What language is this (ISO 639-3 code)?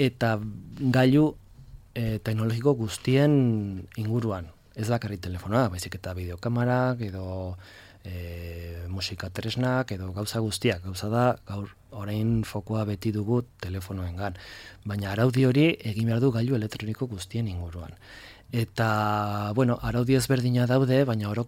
eus